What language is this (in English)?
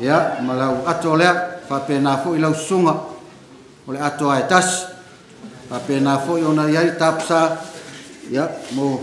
Samoan